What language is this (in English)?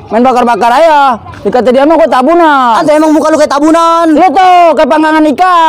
Betawi